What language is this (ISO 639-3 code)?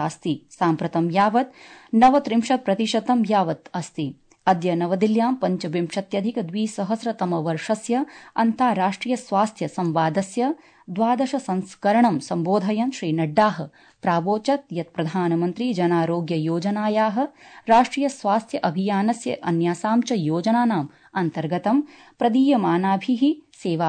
san